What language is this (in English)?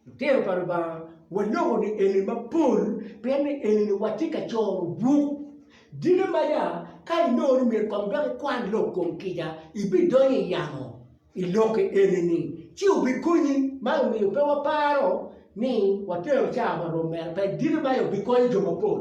Acoli